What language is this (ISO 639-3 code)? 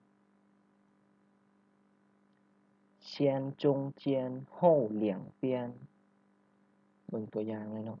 lao